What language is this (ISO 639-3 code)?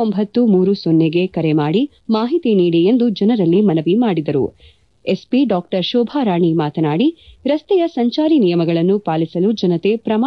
kan